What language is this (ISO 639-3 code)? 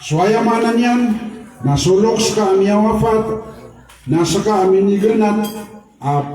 mrw